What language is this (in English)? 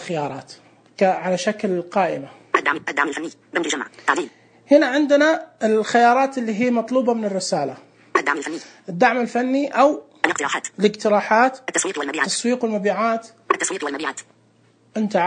Najdi Arabic